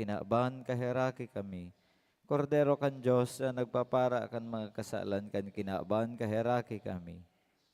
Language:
Bikol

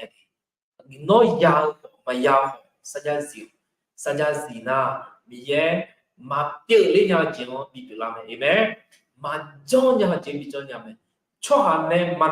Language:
Akha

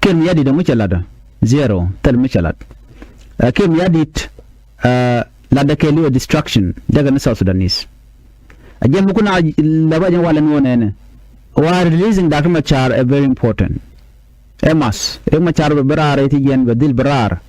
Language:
Nuer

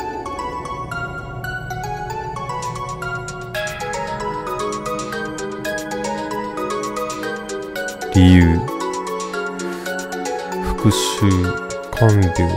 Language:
Japanese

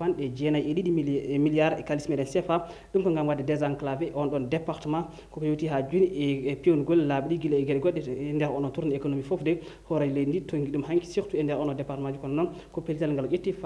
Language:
Fula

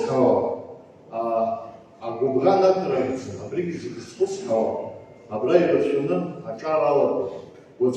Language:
Abkhazian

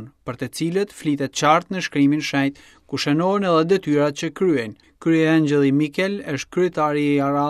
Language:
Albanian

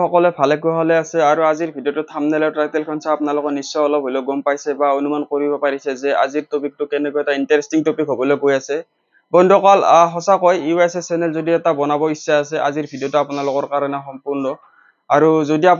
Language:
Assamese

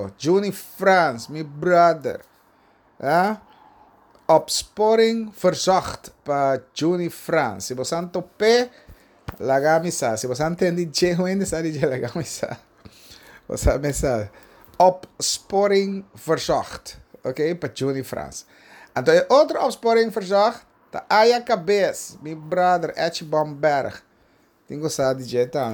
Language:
Papiamento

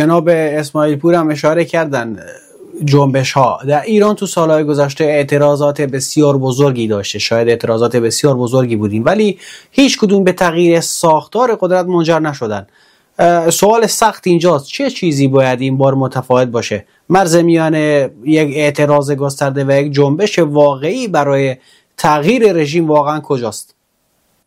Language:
Persian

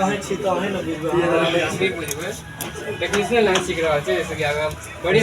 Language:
Maithili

